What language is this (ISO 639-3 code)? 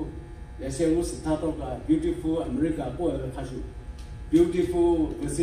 lhu